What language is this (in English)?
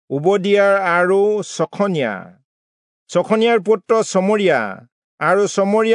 Assamese